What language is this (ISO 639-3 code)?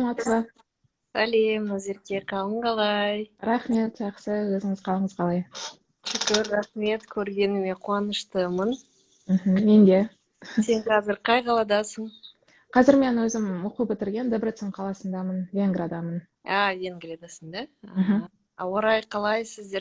kaz